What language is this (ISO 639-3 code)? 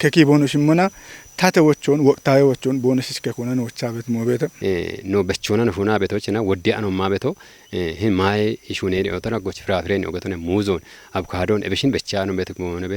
kbr